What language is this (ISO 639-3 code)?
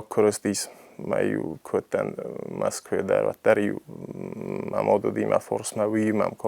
oss